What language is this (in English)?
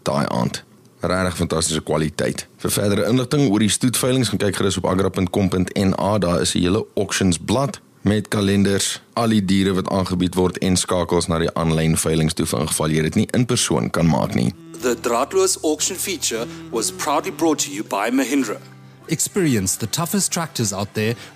Afrikaans